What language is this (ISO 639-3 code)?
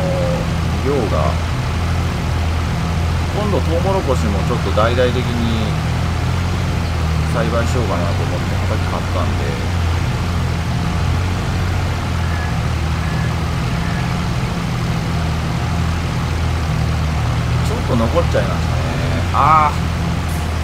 jpn